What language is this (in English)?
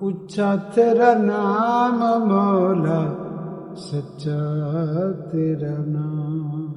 Western Panjabi